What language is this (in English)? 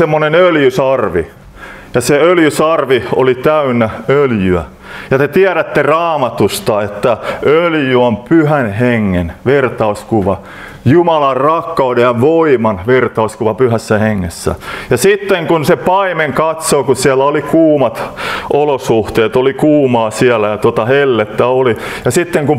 Finnish